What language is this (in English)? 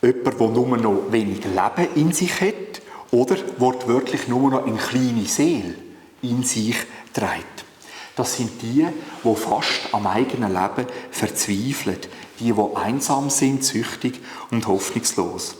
Swiss German